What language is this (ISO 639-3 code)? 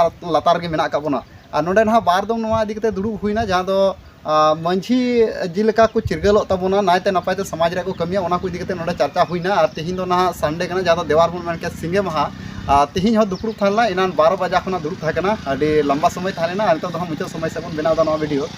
sat